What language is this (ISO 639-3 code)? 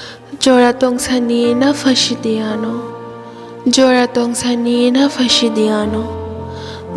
trp